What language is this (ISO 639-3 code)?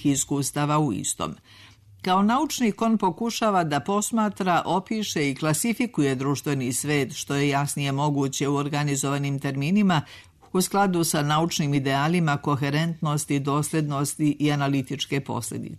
srp